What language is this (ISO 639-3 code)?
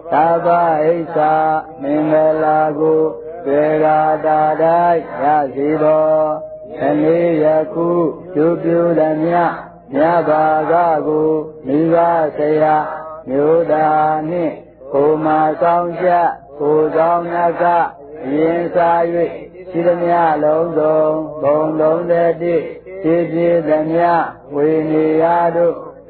mya